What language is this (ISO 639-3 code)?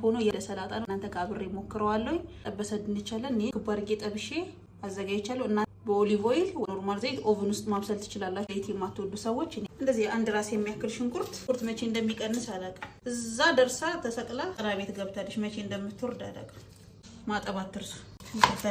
amh